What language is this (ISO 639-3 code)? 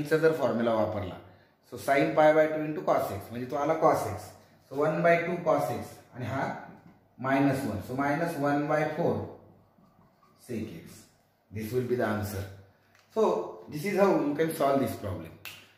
mar